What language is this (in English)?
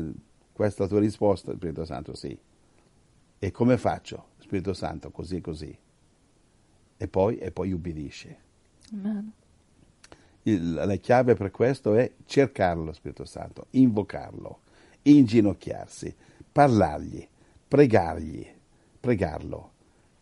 Italian